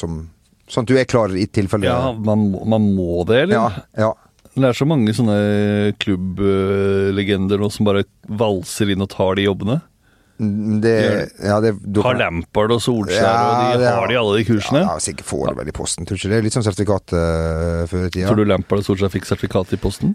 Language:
Norwegian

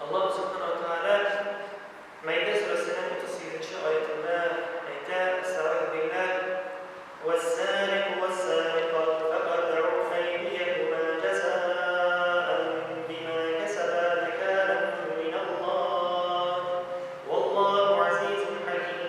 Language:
Tatar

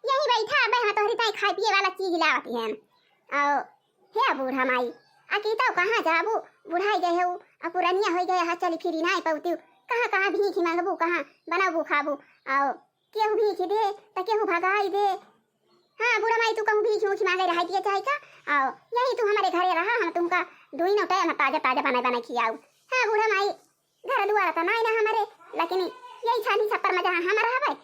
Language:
Awadhi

